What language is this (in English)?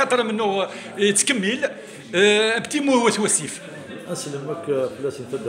Kabyle